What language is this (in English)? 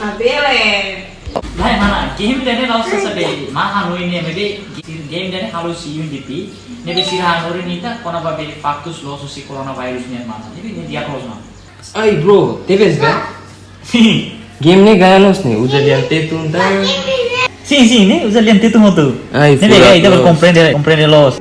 Tetum